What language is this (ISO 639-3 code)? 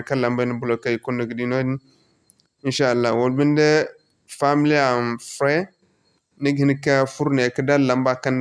dje